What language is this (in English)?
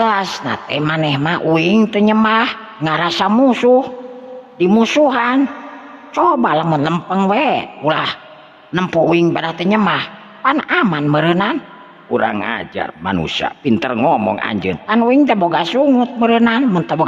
Sundanese